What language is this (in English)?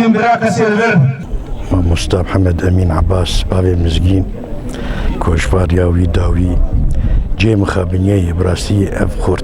Kurdish